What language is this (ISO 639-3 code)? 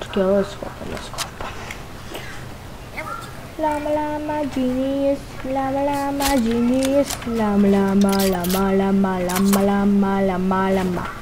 hrv